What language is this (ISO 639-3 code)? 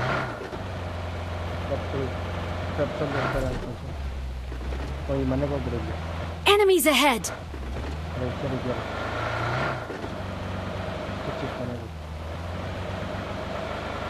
kan